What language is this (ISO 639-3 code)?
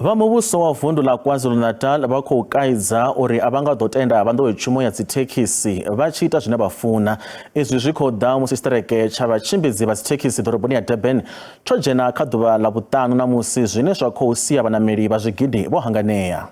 ven